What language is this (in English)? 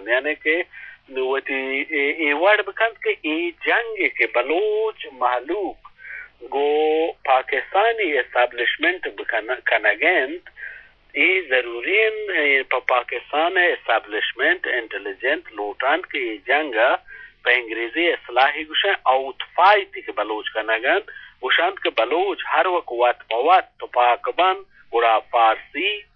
Eastern Balochi